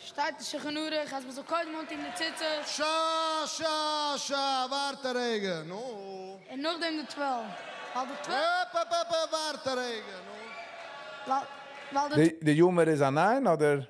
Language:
Yiddish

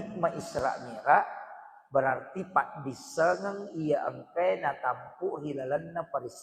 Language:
Buginese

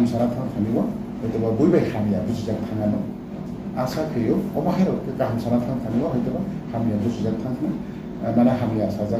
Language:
Kok Borok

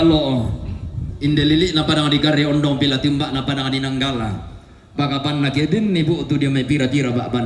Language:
Toraja-Sa'dan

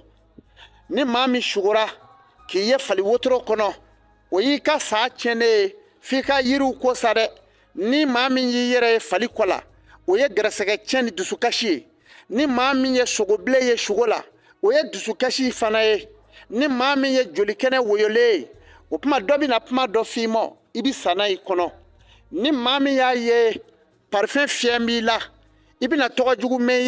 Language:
Bambara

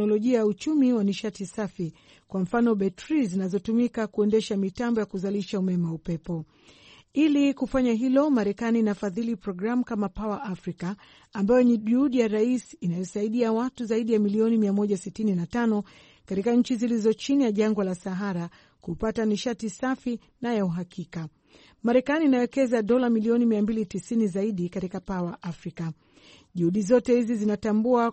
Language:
Swahili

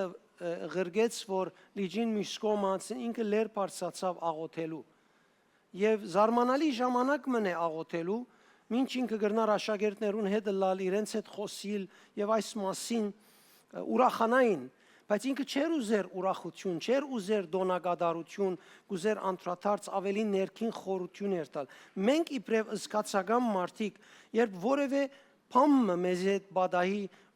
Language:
Western Armenian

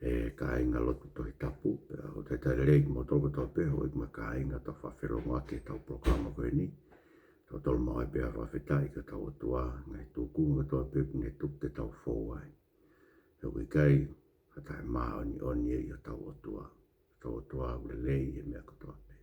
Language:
Tongan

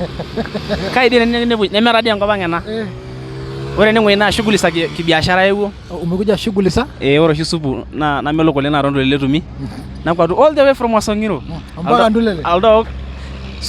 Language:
Masai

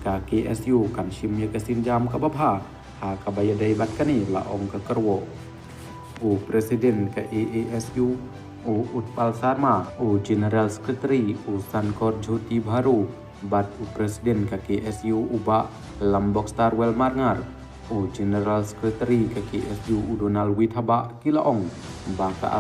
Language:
Khasi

